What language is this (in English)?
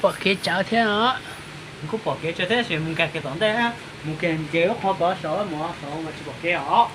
Hmong